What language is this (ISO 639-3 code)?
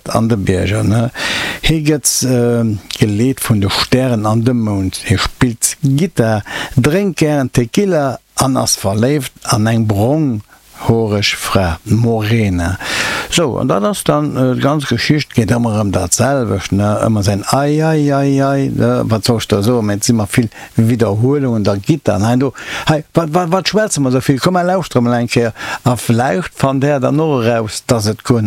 ltz